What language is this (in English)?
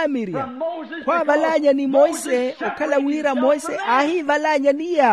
Makhuwa